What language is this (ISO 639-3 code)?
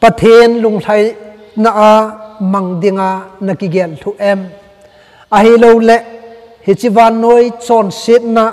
tcz